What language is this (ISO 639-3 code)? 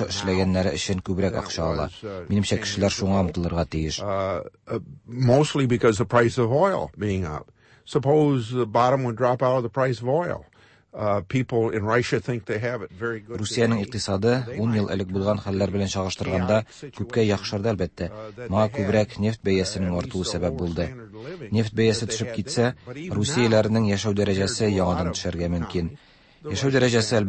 tat